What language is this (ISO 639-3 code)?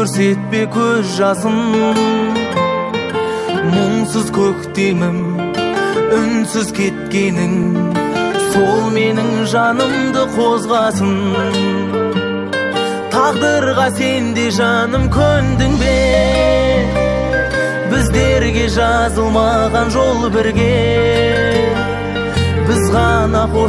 kaz